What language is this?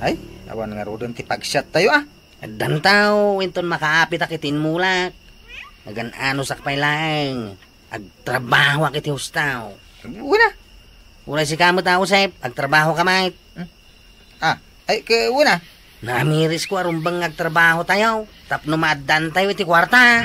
Iloko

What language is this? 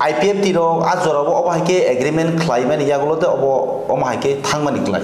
Kok Borok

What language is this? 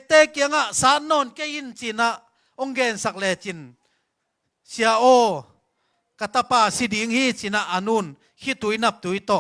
Tedim Chin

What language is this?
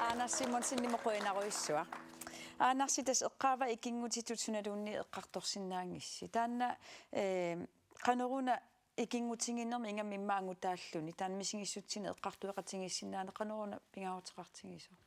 Kalaallisut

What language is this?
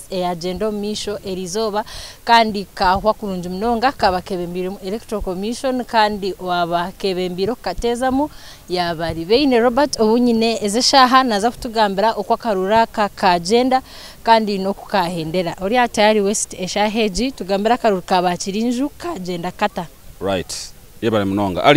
Nyankole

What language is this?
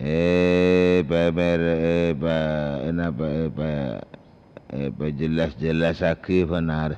Madurese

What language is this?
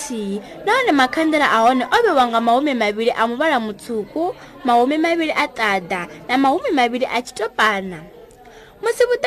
Venda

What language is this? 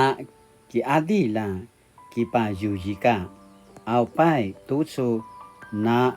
Paiwan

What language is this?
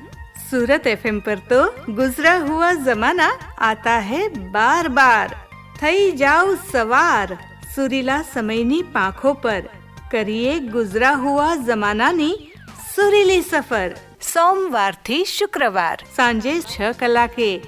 Gujarati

